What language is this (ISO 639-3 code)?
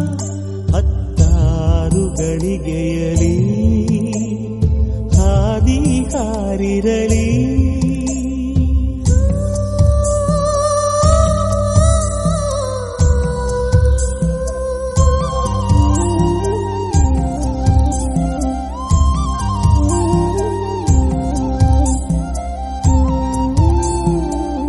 kan